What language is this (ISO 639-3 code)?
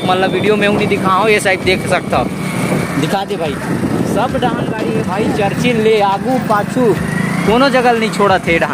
hne